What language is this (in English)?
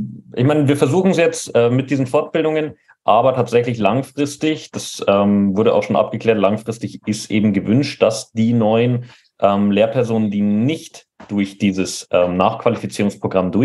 German